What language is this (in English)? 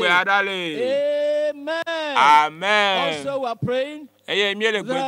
Ewe